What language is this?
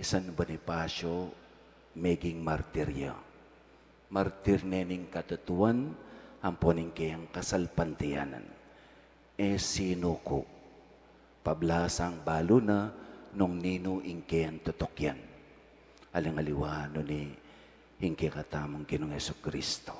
Pampanga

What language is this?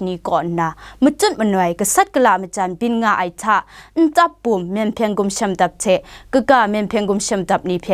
Kachin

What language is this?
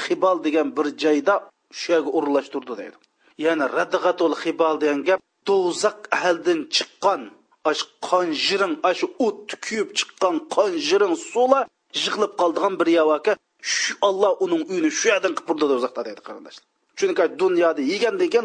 Uyghur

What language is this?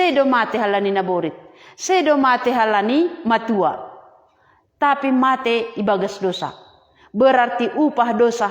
Batak Simalungun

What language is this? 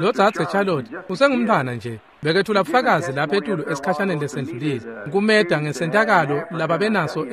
Swati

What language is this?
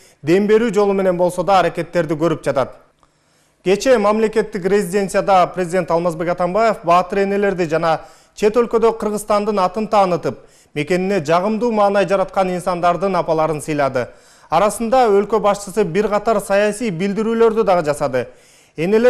Kyrgyz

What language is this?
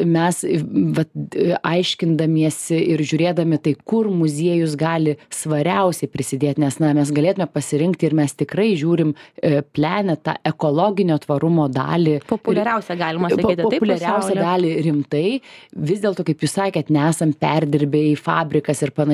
Lithuanian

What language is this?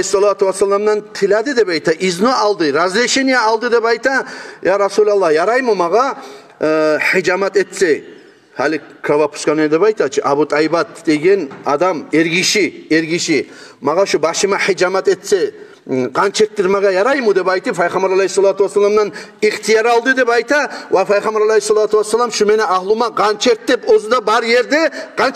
Kumyk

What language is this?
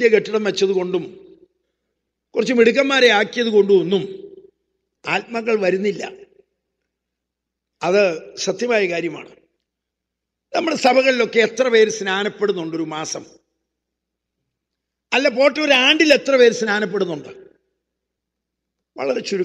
Malayalam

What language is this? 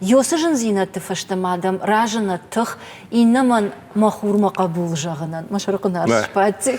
Ossetic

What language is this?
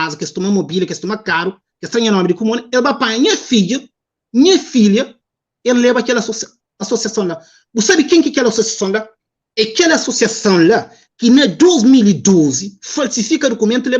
Kabuverdianu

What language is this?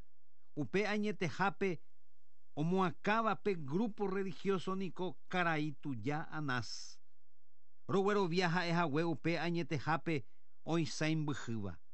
Guarani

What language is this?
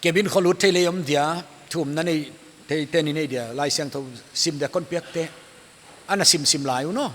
Paite Chin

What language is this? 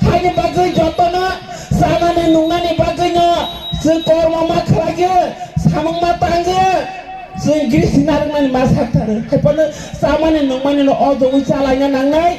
Kok Borok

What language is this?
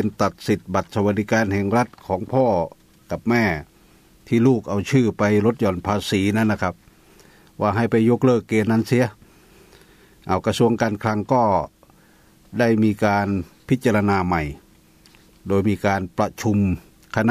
Thai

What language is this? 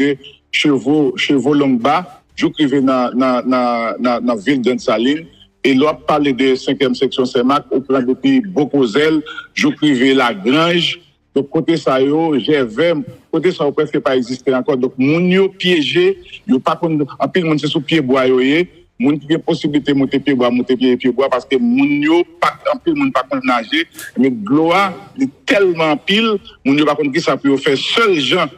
Haitian Creole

